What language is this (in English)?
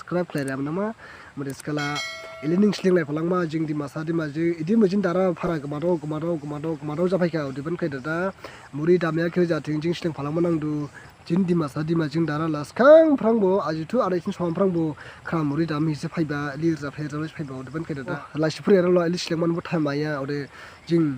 Dimasa